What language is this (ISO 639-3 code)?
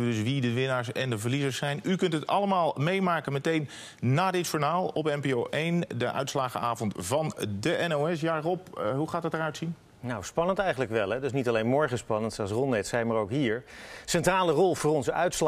nld